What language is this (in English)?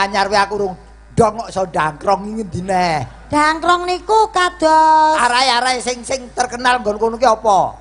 Javanese